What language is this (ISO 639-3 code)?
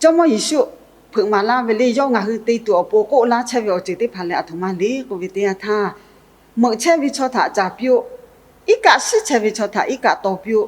lhu